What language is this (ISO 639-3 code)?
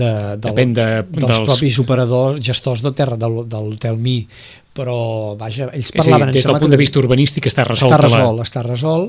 cat